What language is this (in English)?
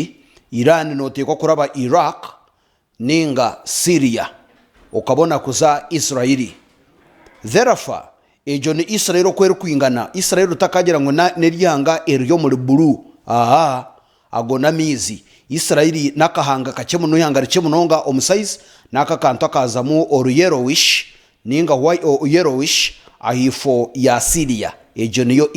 Nyankole